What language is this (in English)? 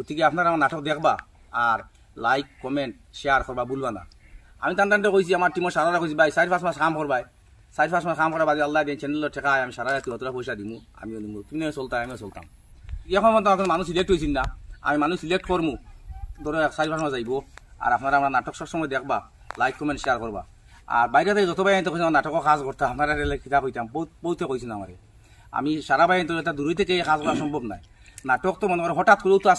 Sylheti